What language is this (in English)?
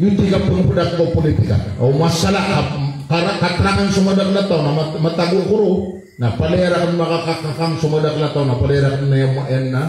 Maranao